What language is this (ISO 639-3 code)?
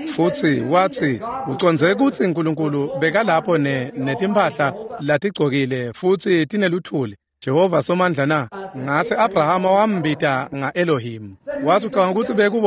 ssw